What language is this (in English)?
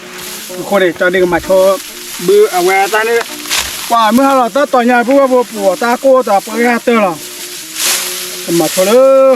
S'gaw Karen